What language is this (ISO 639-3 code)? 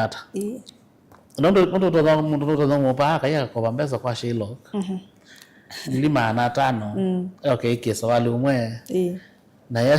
kam